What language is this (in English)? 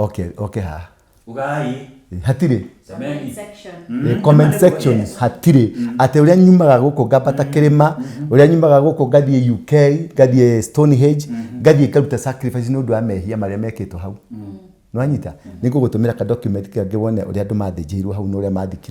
Kikuyu